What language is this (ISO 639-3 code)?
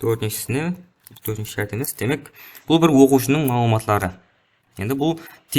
kaa